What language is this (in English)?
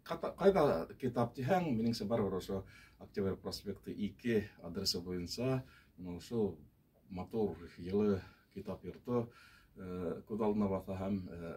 Bashkir